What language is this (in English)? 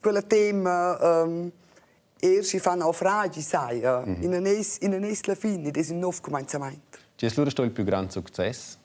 Romansh